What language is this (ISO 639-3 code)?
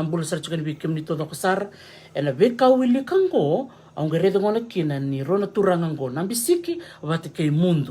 fij